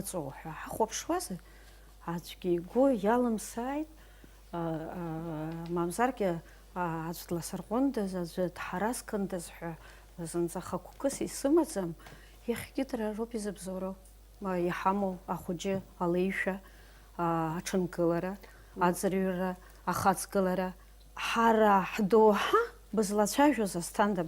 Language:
Abkhazian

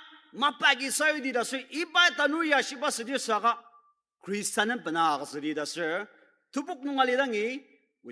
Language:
Ao Naga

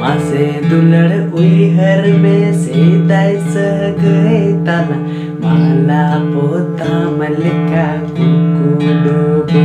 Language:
Santali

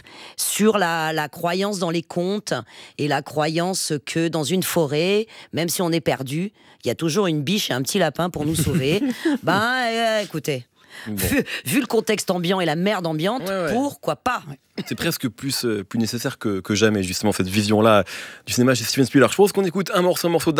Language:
French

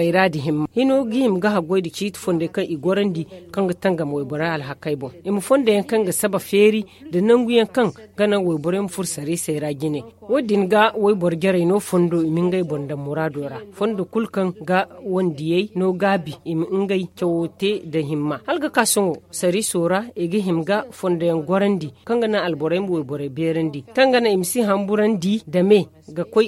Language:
Zarma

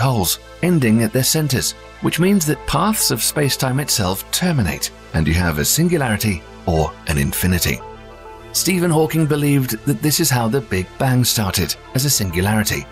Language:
English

